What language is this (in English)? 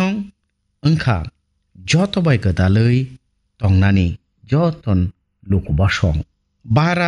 Kok Borok